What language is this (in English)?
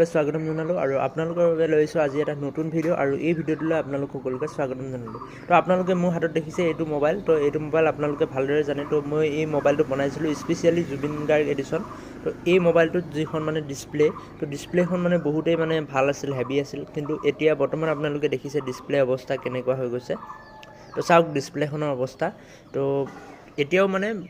Assamese